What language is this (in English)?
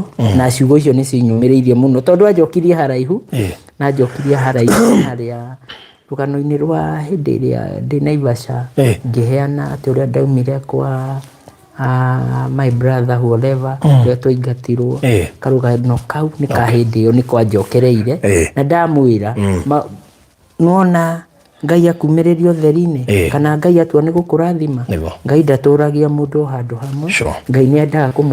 Kikuyu